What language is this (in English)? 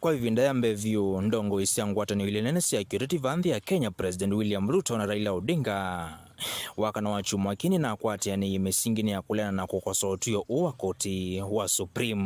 Kamba